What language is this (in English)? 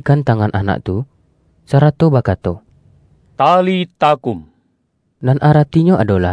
Minangkabau